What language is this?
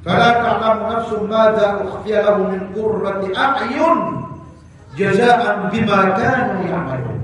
Maranao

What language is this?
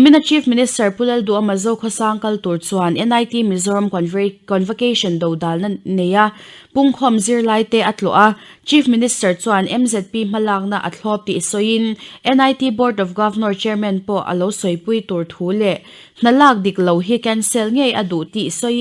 Mizo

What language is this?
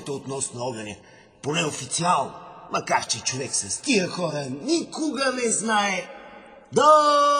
Bulgarian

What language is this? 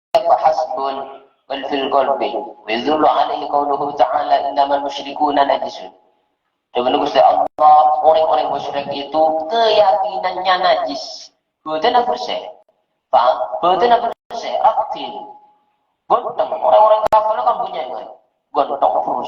Madurese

